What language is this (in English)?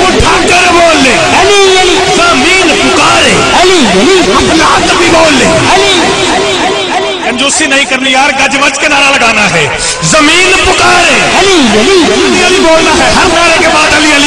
Saraiki